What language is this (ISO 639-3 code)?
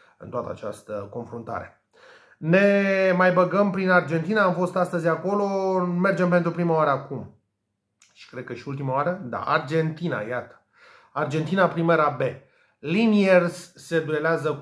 ron